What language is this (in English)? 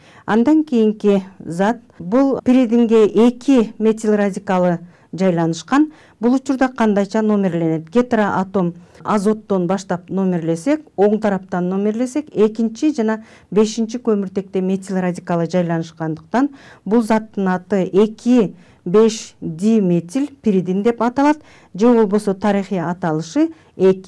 Kyrgyz